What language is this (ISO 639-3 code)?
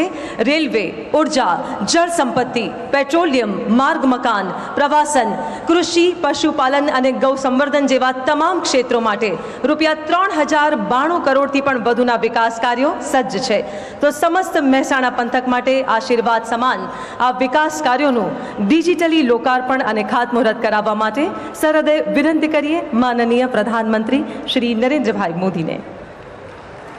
guj